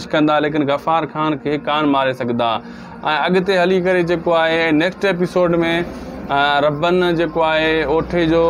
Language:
Sindhi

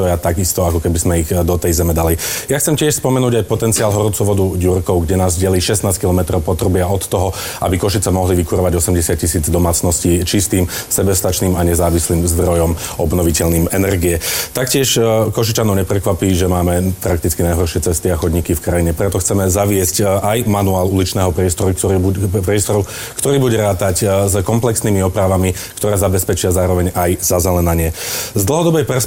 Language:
Slovak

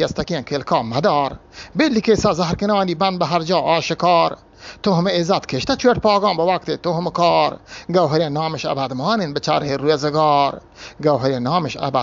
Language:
Eastern Balochi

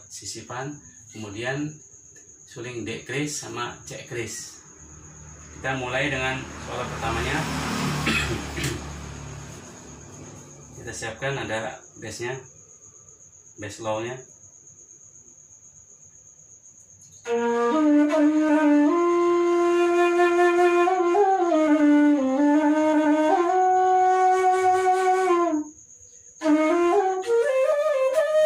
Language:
Indonesian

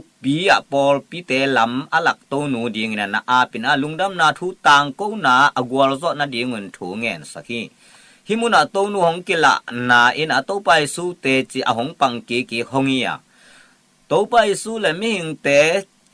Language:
Tedim Chin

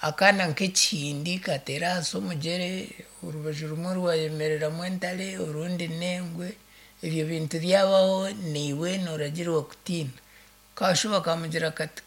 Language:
Nyankole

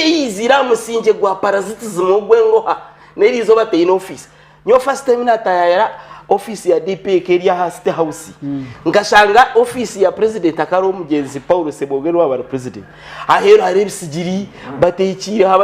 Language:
Nyankole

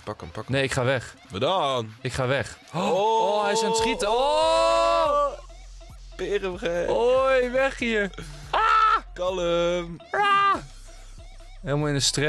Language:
Dutch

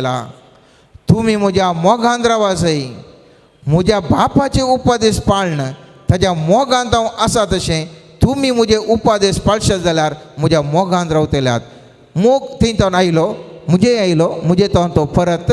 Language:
Konkani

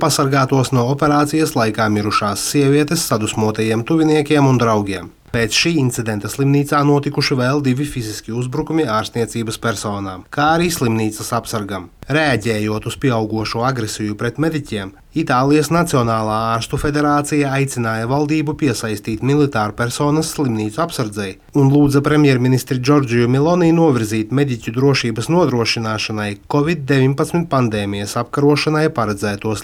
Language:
Latvian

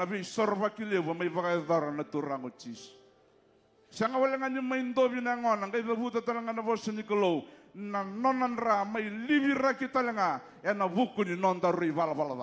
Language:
Fijian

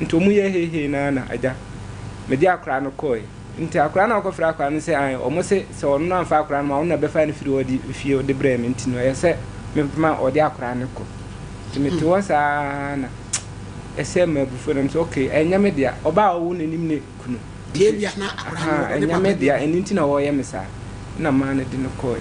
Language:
Akan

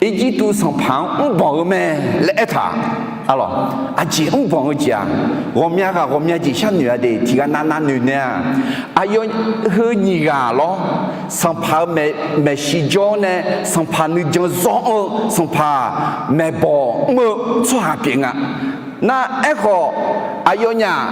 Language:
Akha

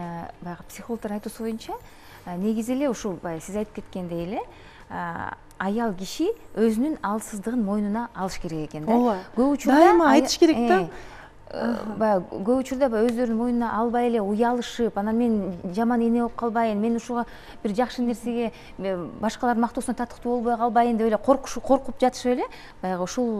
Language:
Kyrgyz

